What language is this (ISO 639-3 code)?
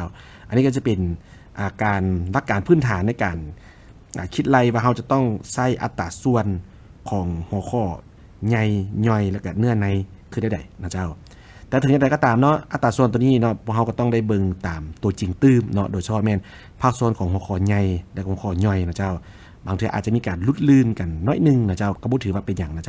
lao